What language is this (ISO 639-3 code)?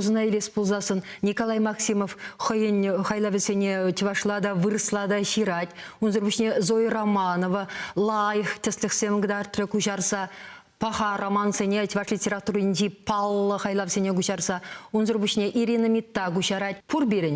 chv